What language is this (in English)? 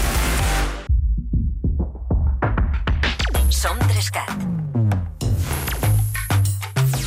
Catalan